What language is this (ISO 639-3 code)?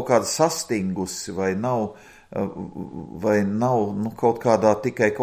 lav